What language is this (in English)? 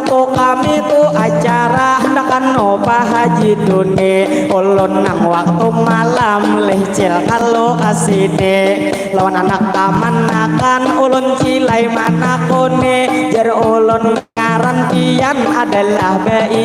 Banjar